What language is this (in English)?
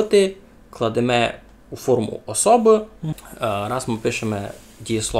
Rusyn